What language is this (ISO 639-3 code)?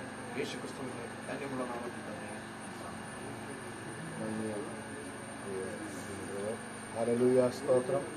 mal